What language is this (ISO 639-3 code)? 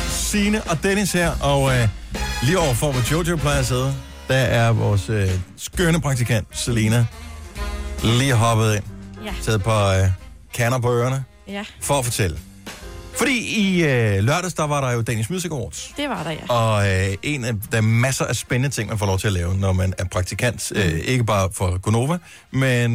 dan